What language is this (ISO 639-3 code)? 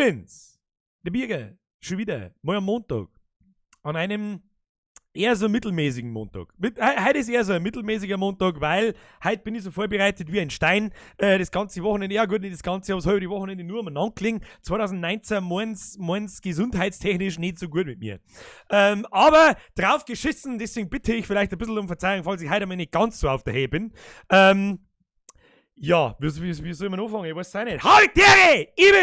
bar